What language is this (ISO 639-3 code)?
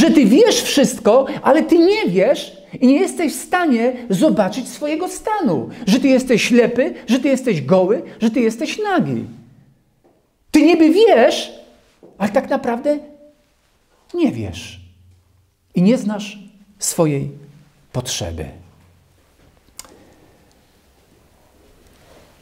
pol